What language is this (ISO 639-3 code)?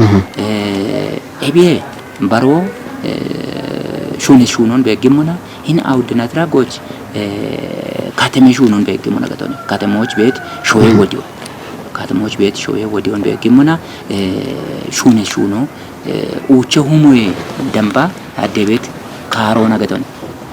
kbr